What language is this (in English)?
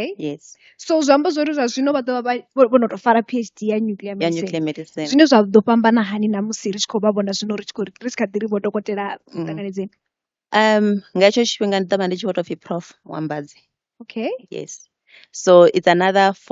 Venda